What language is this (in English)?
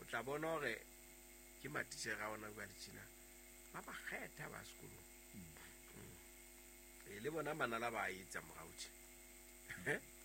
Southern Sotho